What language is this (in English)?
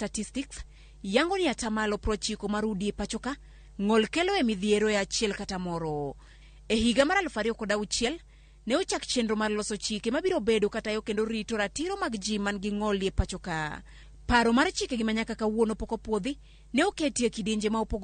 Luo (Kenya and Tanzania)